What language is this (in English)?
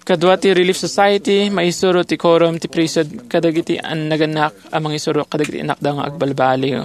Iloko